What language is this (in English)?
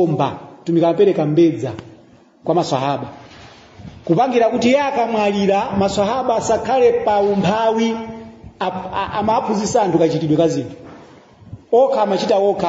Nyanja